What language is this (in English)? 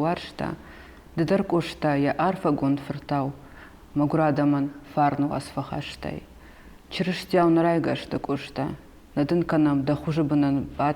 Ossetic